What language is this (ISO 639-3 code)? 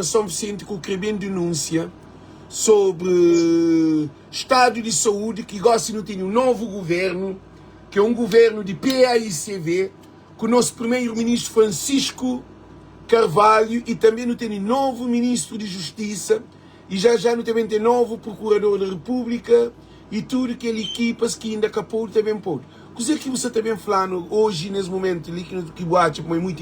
kea